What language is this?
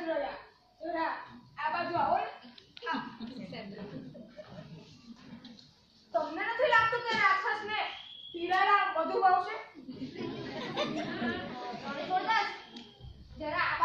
Gujarati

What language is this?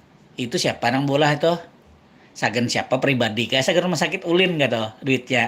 Banjar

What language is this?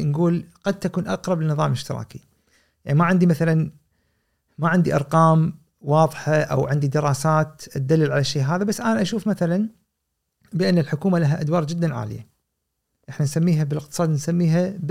Gulf Arabic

